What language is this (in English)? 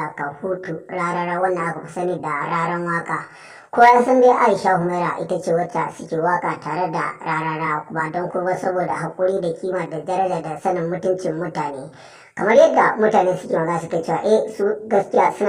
Hausa